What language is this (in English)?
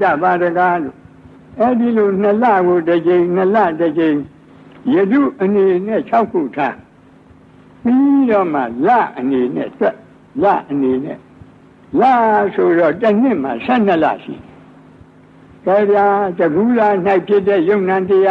Burmese